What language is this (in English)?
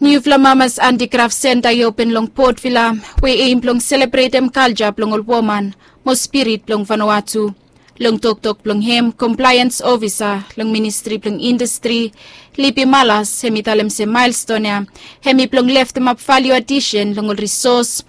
Bislama